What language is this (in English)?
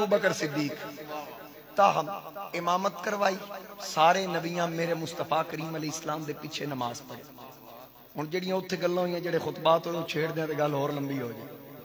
Western Panjabi